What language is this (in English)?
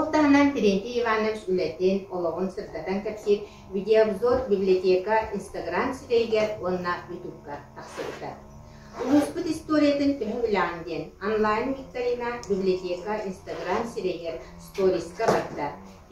Yakut